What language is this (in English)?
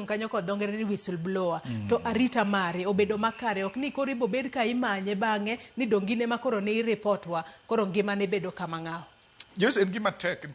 Luo (Kenya and Tanzania)